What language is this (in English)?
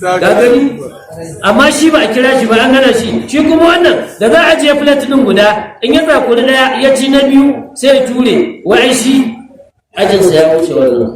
Hausa